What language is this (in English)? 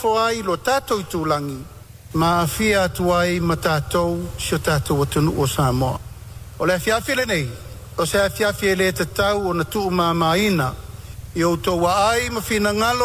Samoan